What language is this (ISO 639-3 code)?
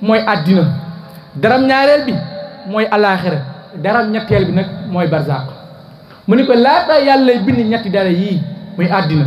wol